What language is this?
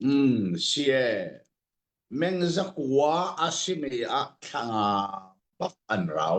Hakha Chin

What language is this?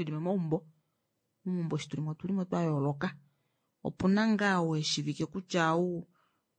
Kuanyama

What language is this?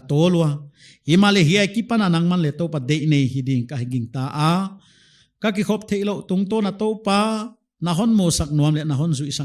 Paite Chin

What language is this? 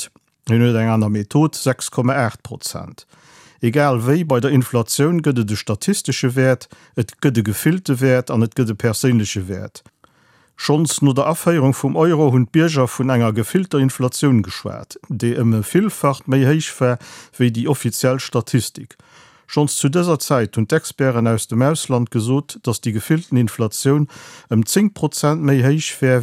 Luxembourgish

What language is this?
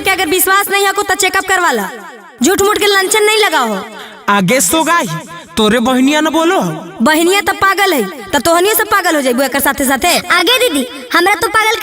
Magahi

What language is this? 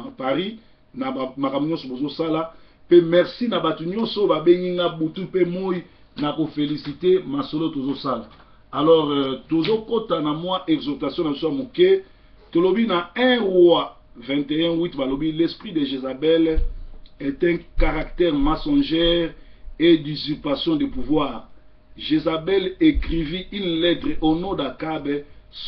Lingala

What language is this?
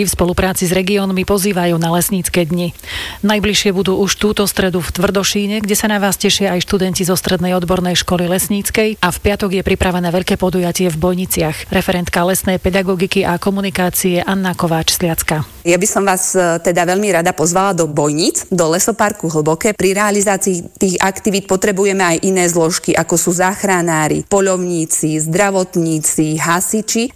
Slovak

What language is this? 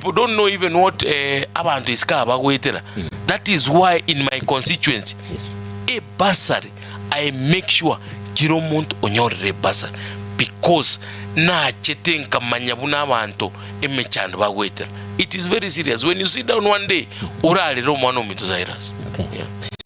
Gusii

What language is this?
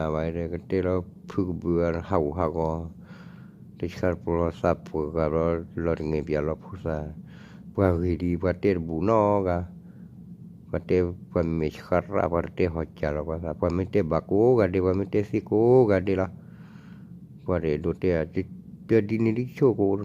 S'gaw Karen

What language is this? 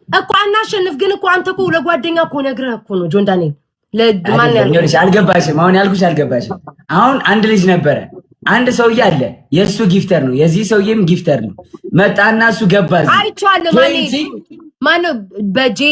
Amharic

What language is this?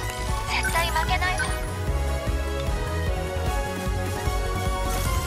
Japanese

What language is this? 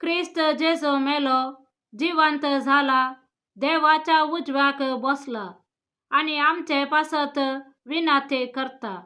Konkani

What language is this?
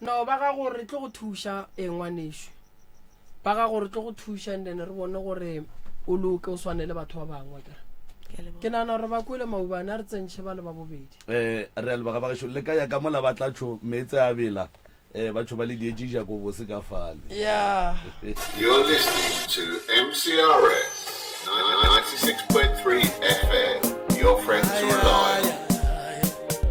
Northern Sotho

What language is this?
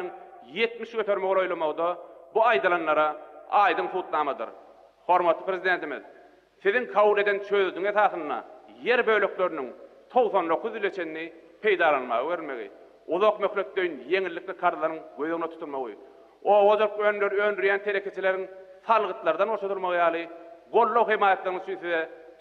Turkmen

